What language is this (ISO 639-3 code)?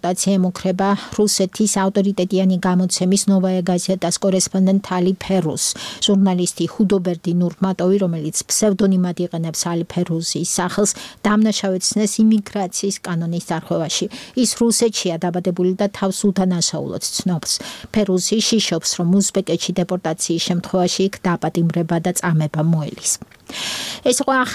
kat